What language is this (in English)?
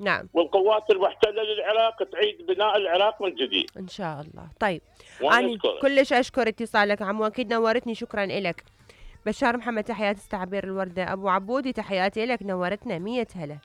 Mesopotamian Arabic